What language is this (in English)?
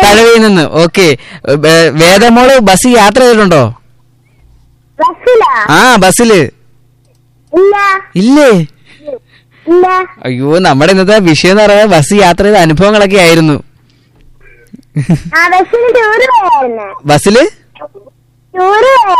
Malayalam